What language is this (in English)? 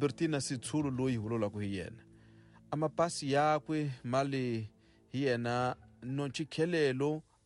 Tsonga